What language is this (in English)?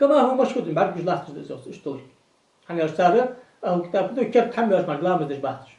Ingush